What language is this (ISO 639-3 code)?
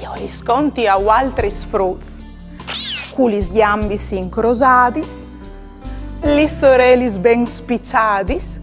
fur